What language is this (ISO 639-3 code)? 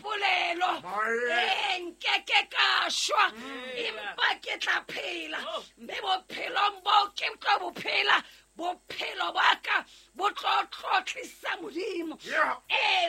sot